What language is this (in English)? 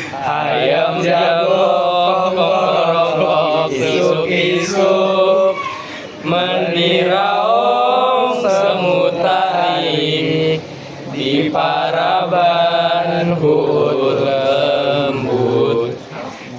Sundanese